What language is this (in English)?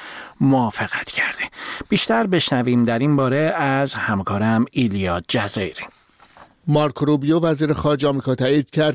Persian